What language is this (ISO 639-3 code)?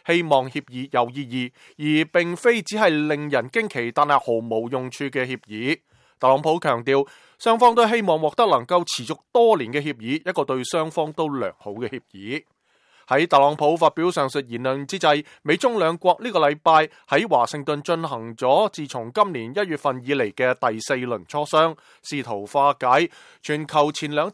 yue